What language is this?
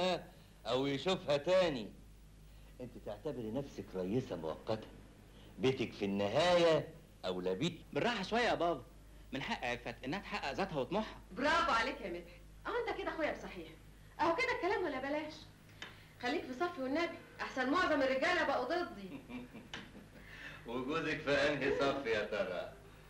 Egyptian Arabic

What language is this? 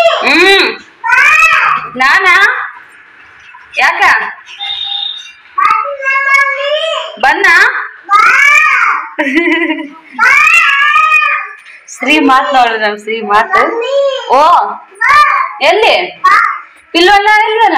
Kannada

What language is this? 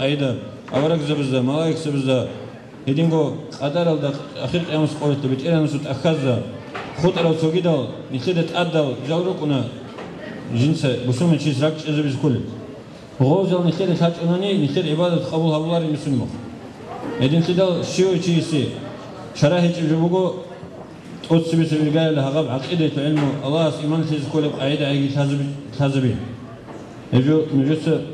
Avaric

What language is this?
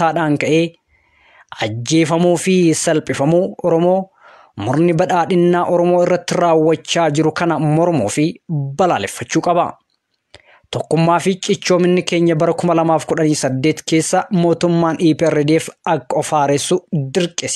Oromo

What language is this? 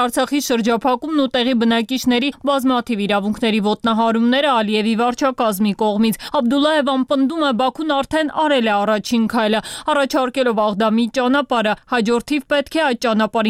Armenian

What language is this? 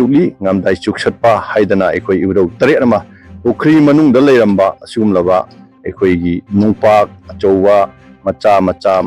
Manipuri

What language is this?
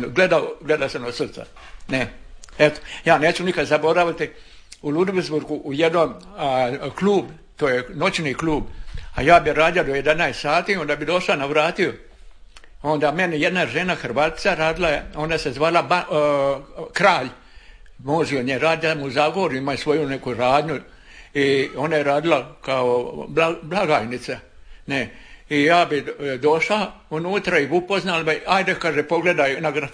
Croatian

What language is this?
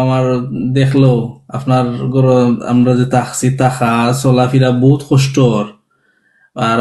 Sylheti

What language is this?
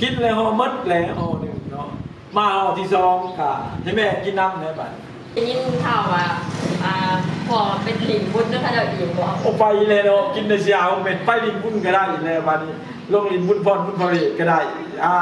Lao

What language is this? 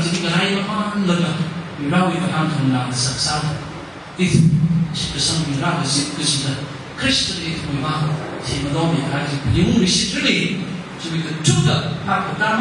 Tangkhul Naga (India)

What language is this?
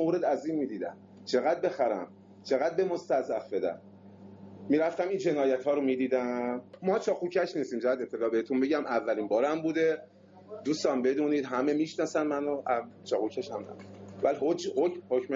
Persian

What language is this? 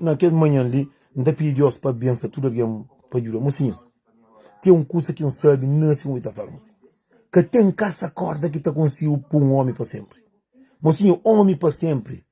Kabuverdianu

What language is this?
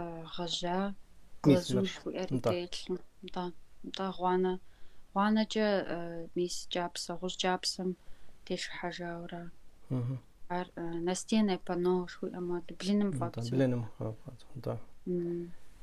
Kabardian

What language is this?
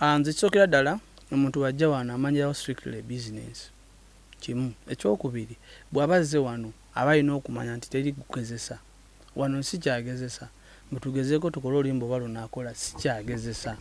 Ganda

